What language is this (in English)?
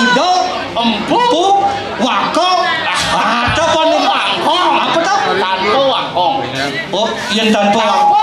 Balinese